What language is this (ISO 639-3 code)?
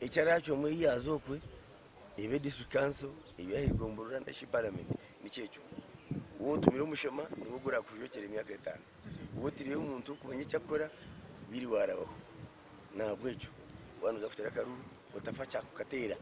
nyn